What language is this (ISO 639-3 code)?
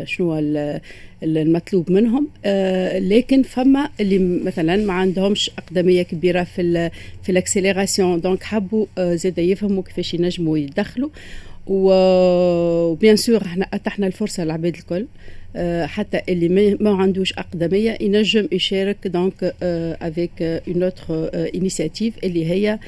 aeb